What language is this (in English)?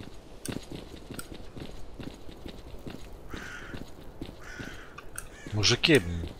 Ukrainian